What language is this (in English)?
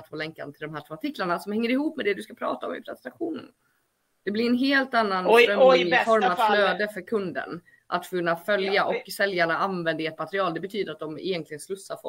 Swedish